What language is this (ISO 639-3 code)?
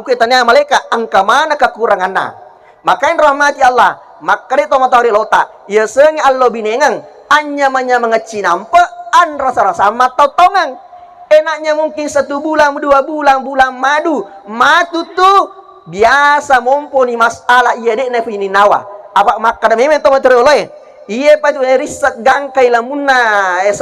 bug